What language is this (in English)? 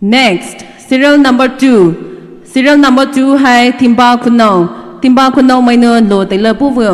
Poumei Naga